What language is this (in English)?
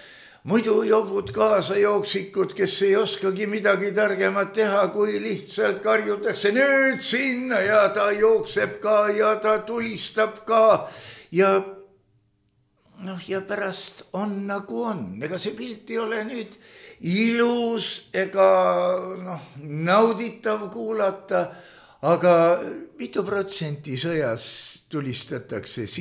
Estonian